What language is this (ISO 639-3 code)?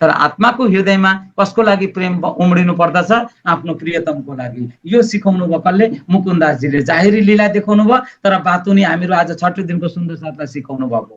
nep